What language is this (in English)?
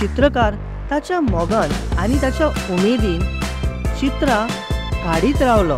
Konkani